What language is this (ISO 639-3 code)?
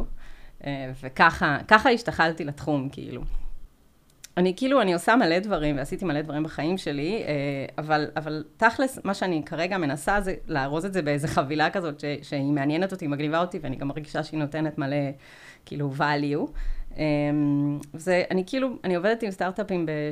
heb